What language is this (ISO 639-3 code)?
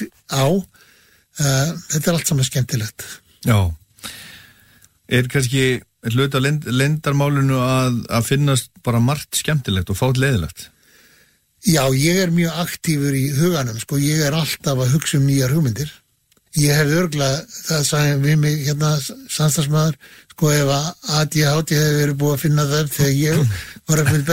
isl